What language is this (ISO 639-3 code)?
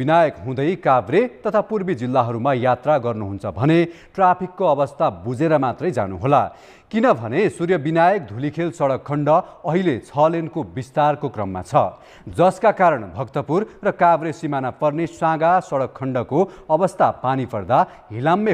nep